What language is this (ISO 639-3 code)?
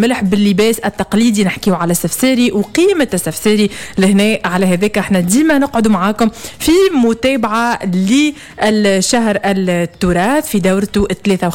aeb